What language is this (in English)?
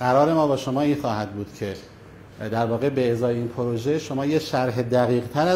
Persian